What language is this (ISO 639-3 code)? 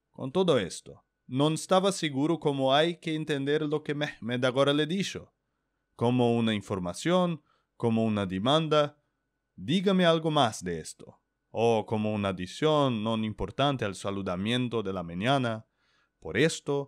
lad